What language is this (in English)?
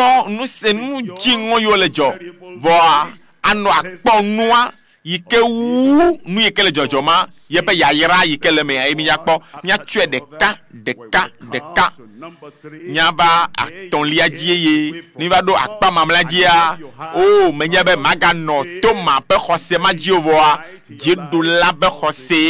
Ewe